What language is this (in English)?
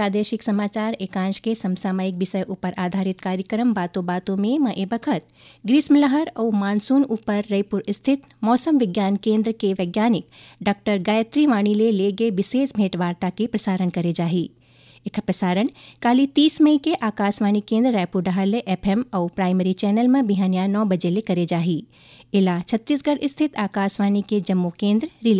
Chhattisgarhi